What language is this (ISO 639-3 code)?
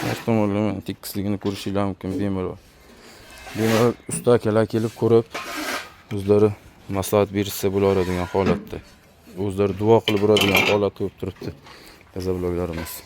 uzb